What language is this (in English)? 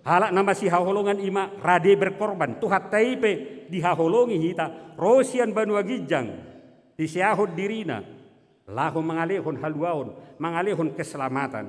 Batak Toba